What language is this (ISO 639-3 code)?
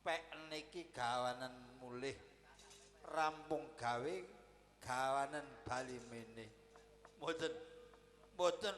jav